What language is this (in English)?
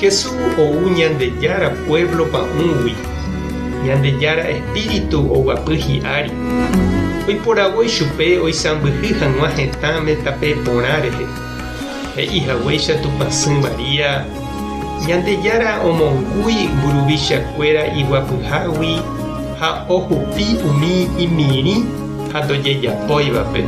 Guarani